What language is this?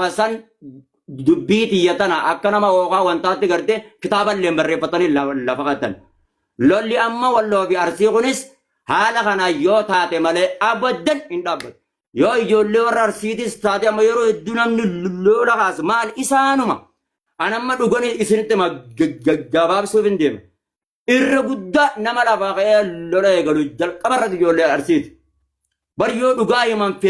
Oromo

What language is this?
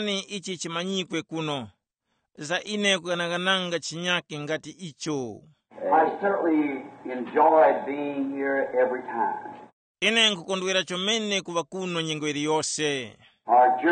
Tumbuka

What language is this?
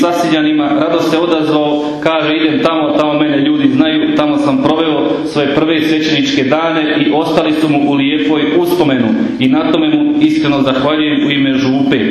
Croatian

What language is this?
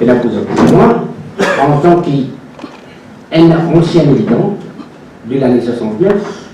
Morisyen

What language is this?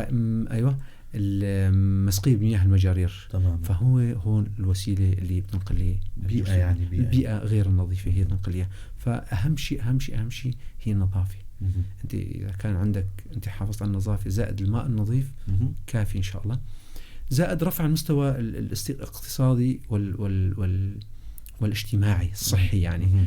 North Levantine Arabic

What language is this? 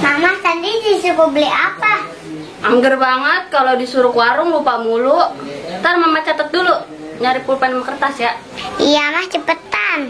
Betawi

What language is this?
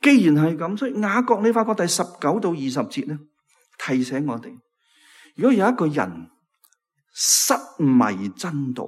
Cantonese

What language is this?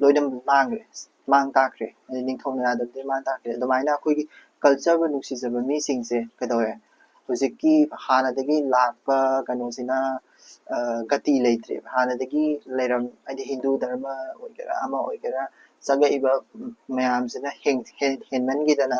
Manipuri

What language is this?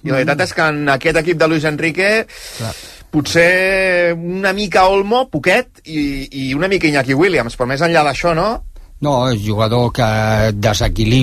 Catalan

